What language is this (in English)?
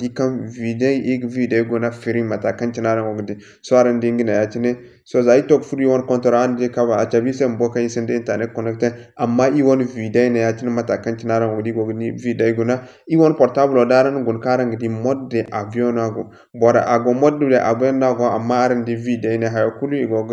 Zarma